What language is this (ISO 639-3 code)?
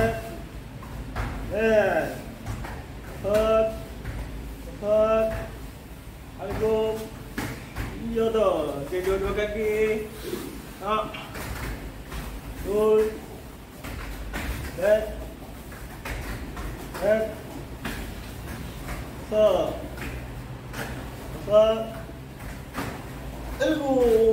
msa